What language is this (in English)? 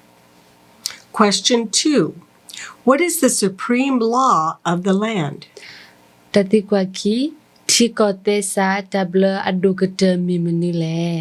S'gaw Karen